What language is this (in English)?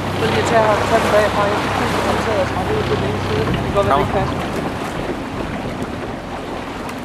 Danish